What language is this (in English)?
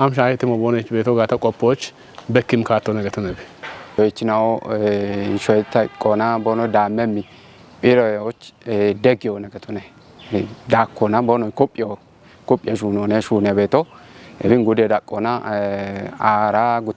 Kafa